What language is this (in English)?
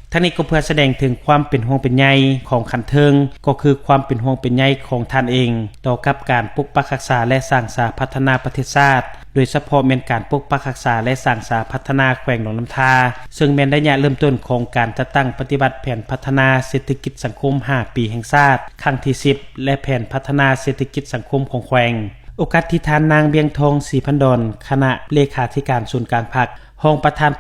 Lao